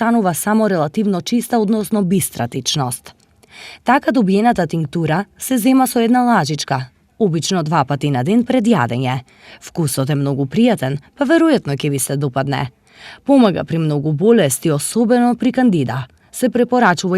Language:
Macedonian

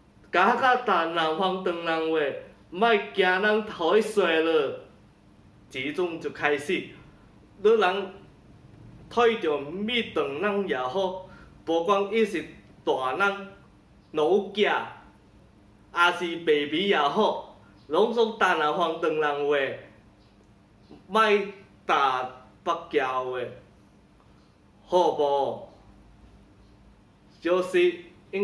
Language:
Min Nan Chinese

